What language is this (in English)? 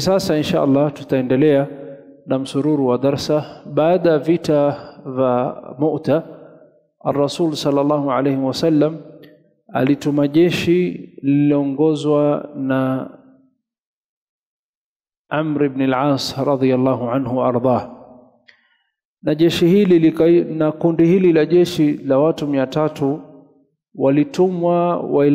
Swahili